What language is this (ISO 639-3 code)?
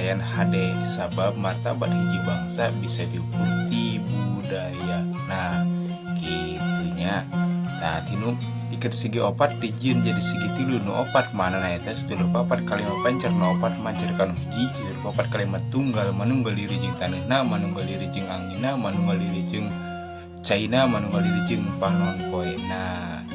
sun